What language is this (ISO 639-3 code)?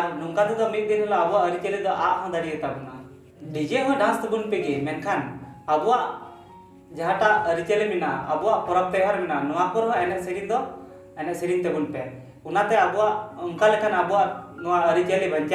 sat